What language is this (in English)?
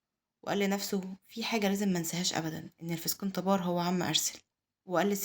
Egyptian Arabic